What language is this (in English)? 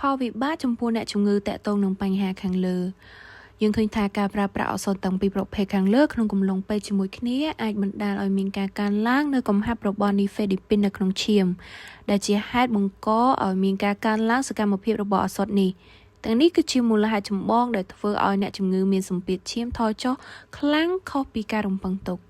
Khmer